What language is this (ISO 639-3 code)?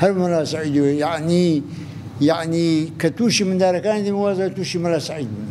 ckb